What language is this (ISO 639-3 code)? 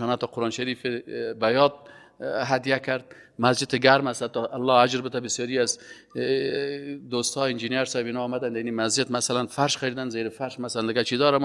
fas